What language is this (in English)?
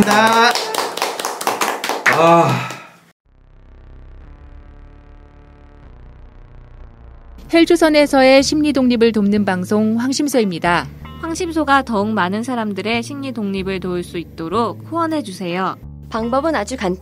Korean